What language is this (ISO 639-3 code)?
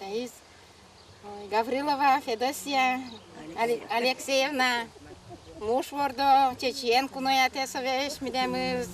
udm